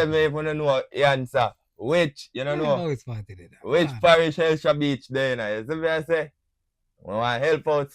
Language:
Jamaican Creole English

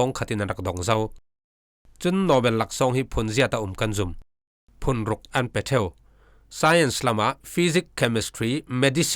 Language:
Falam Chin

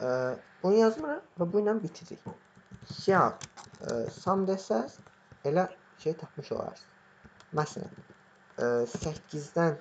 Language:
Azerbaijani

